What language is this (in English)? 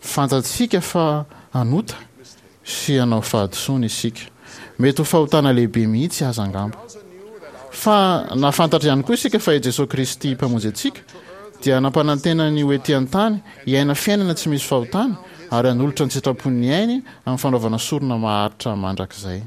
Malagasy